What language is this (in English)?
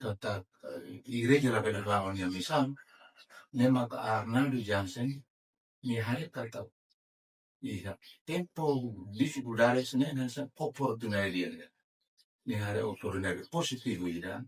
Tetum